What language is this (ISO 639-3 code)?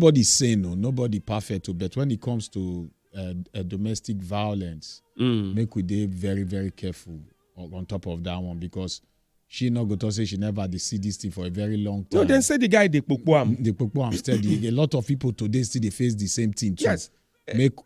pcm